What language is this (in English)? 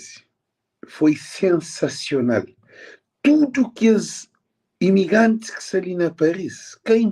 Kabuverdianu